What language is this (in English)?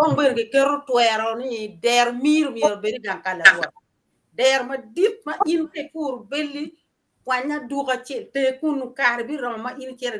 Acoli